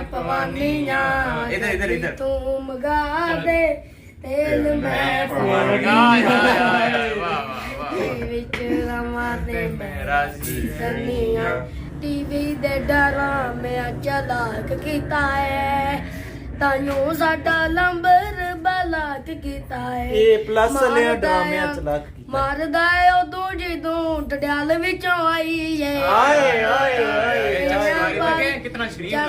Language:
Pahari-Potwari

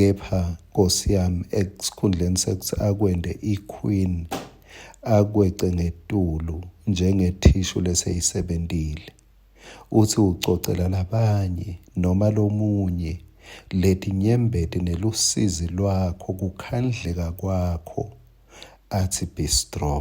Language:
Swati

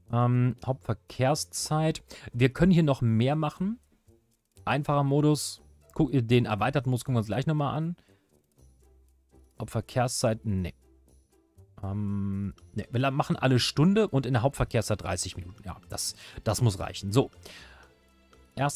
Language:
German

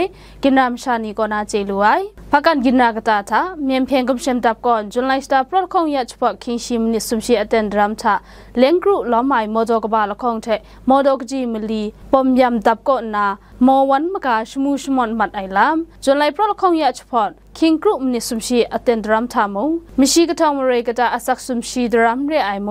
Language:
Kachin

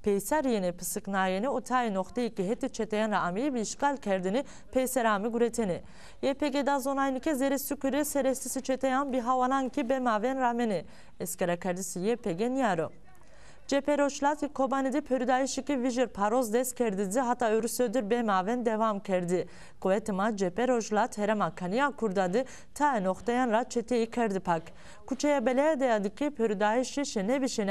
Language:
Zaza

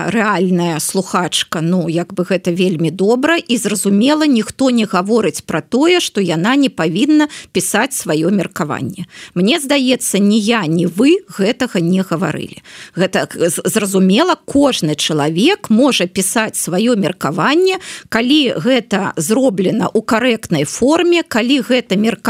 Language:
Belarusian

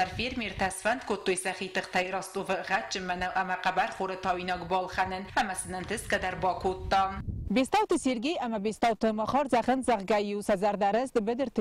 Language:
Ossetic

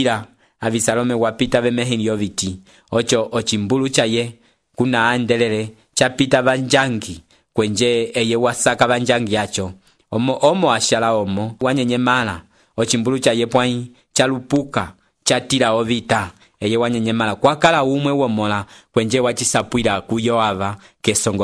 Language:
Umbundu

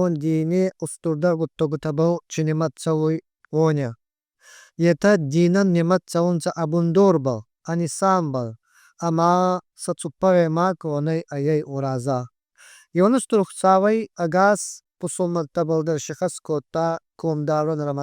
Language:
Ossetic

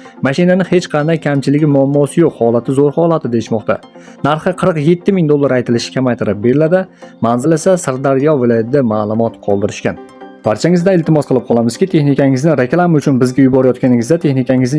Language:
Uzbek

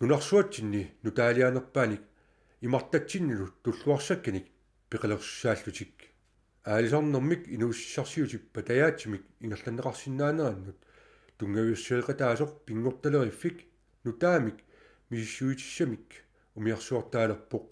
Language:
Kalaallisut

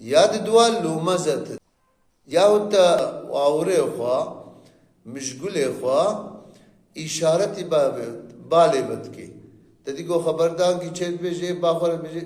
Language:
Kurdish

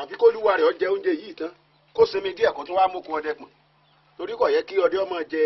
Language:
Yoruba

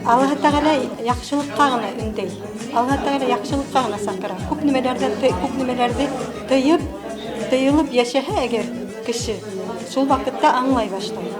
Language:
Bashkir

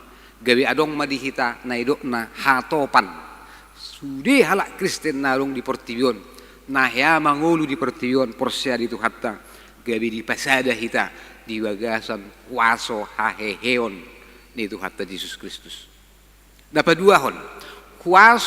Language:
Batak Toba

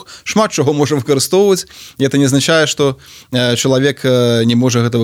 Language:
Belarusian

